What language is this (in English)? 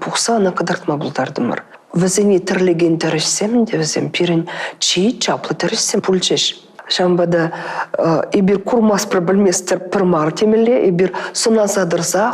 Chuvash